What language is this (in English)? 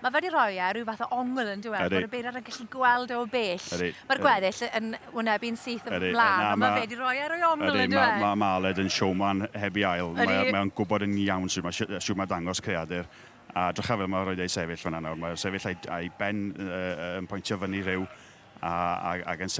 Welsh